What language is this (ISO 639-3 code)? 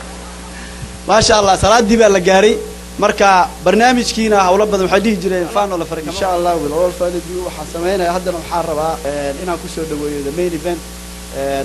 som